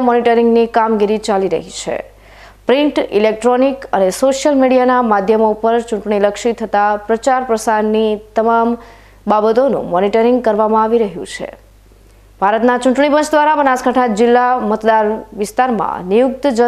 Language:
Gujarati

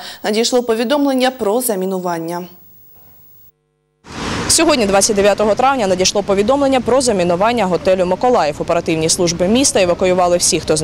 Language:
Ukrainian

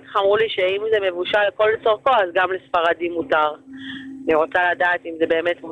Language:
Hebrew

